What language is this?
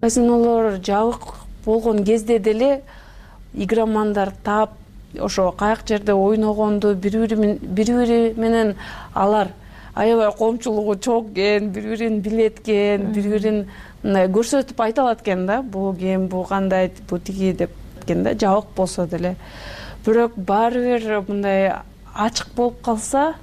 Kyrgyz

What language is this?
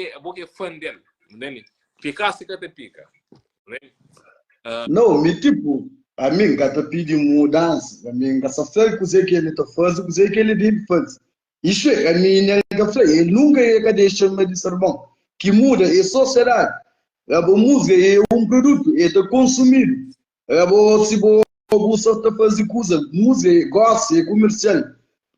Kabuverdianu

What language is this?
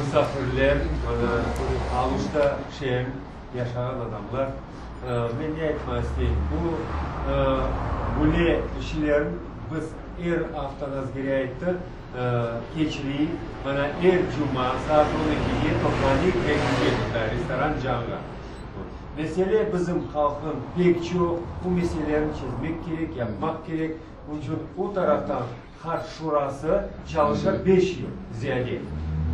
Crimean Tatar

